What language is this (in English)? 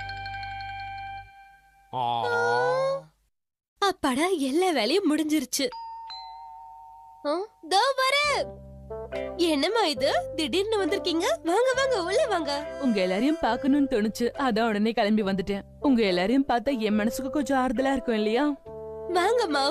Tamil